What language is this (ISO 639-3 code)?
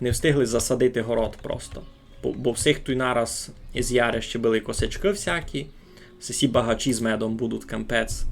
rue